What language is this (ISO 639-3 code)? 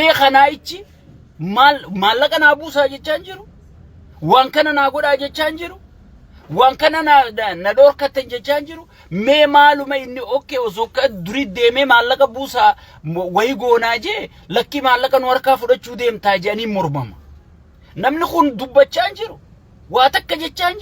orm